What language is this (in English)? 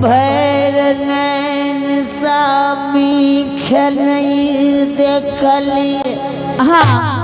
Angika